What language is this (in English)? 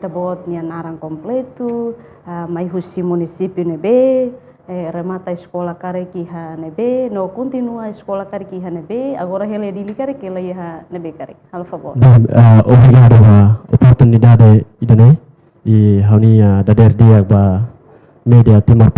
Tetum